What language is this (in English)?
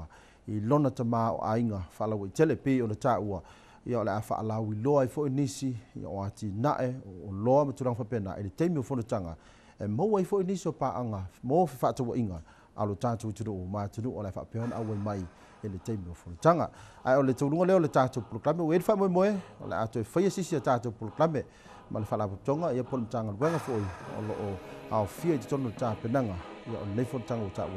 Samoan